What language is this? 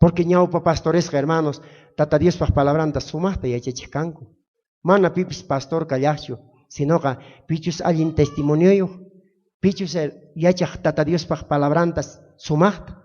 South Bolivian Quechua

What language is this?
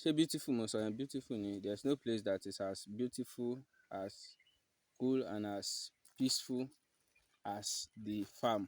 Yoruba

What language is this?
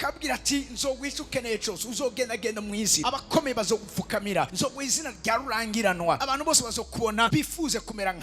Rundi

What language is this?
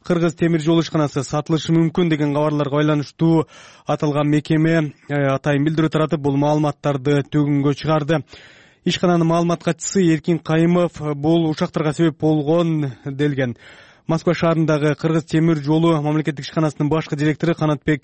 Kyrgyz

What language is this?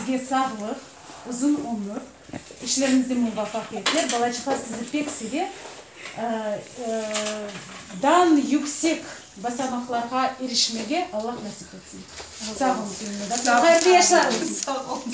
Crimean Tatar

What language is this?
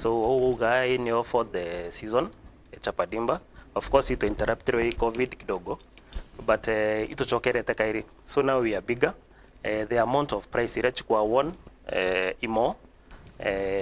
Meru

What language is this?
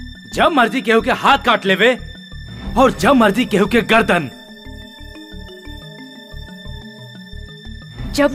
Bhojpuri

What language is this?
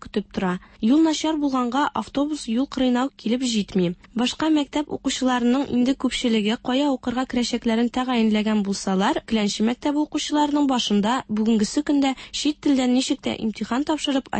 Tatar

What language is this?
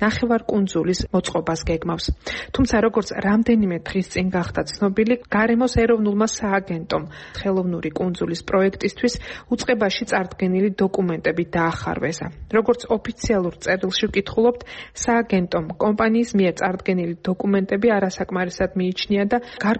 Georgian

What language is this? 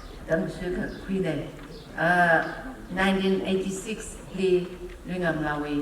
Tangkhul Naga (India)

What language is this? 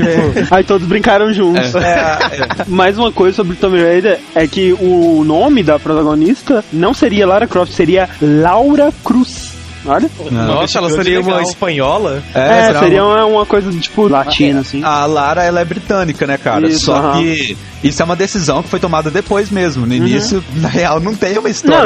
Portuguese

